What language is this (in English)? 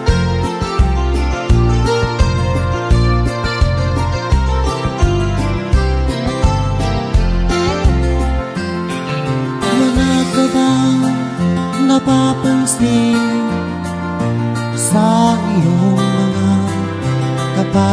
Filipino